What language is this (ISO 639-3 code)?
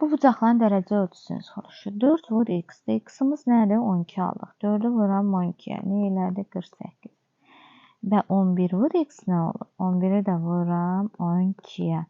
aze